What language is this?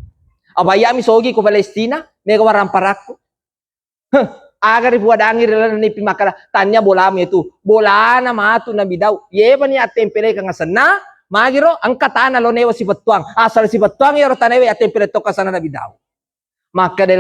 Buginese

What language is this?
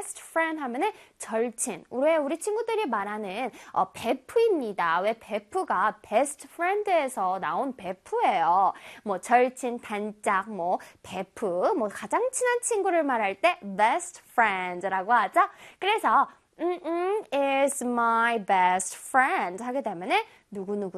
Korean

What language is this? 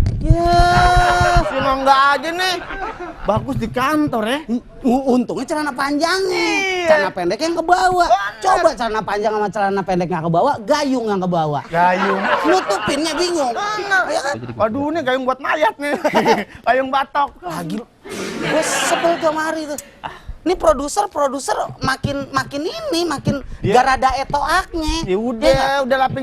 Betawi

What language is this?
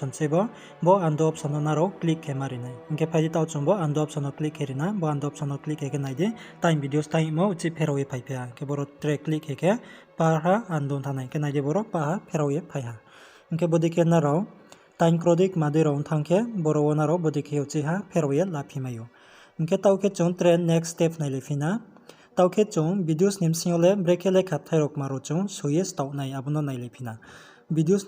Riang (India)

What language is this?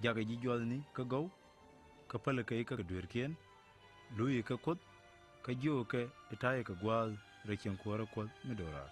Nuer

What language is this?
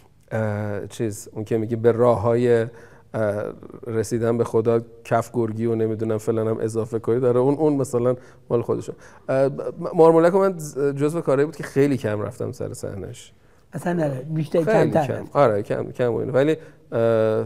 Persian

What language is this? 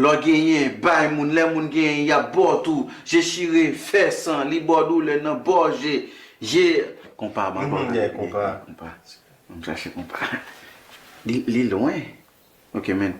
Haitian Creole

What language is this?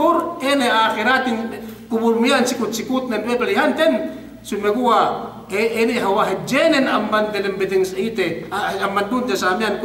Yakan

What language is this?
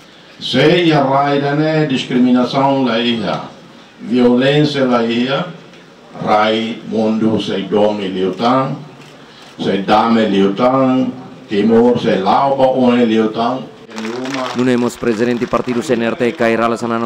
Tetum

